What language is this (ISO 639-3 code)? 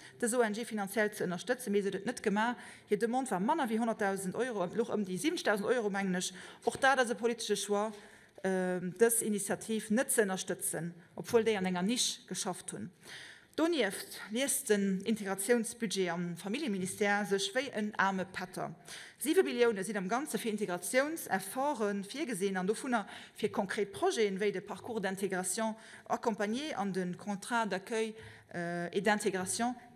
ltz